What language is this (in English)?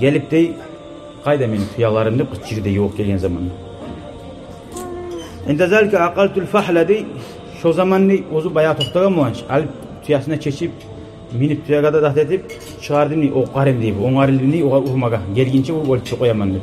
Kumyk